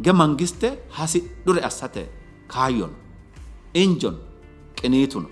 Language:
Sidamo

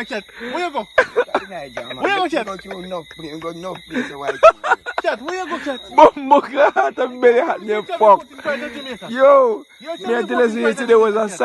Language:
Jamaican Creole English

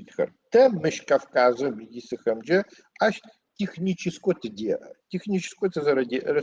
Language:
Adyghe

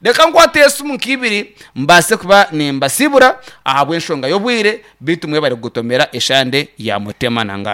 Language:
Nyankole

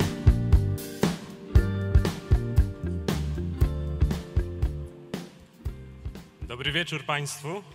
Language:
Polish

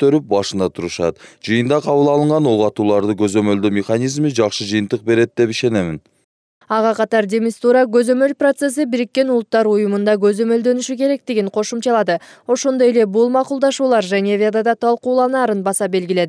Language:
Kyrgyz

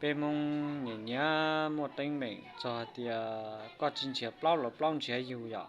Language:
Hmong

